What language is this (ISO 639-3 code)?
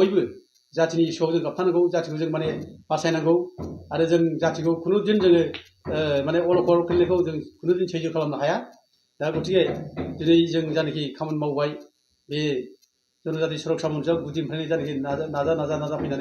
brx